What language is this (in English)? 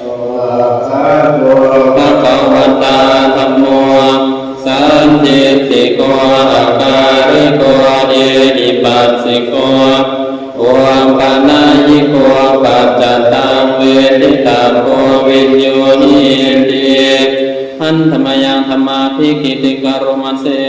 Pali